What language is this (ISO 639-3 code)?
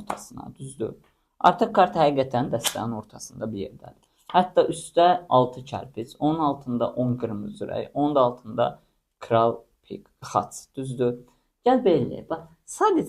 aze